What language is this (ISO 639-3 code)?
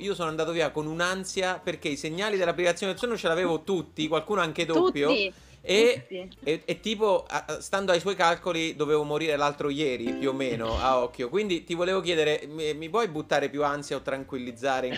ita